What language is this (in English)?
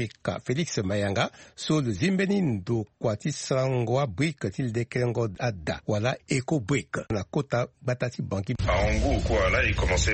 Sango